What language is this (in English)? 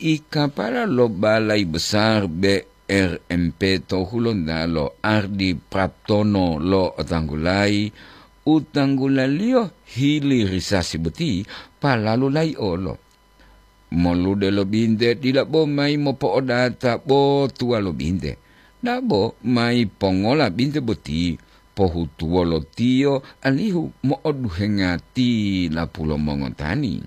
Gorontalo